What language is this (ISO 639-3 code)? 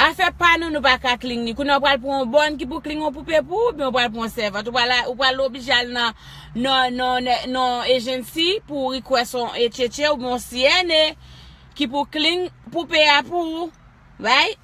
hat